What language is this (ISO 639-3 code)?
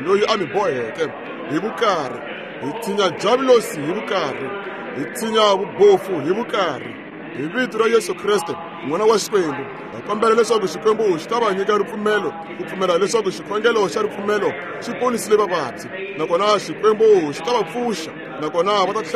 tso